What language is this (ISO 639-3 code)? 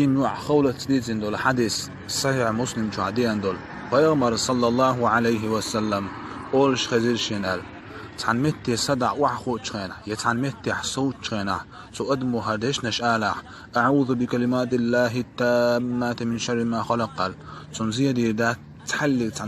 che